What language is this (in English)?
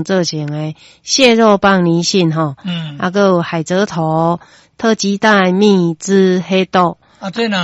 Min Nan Chinese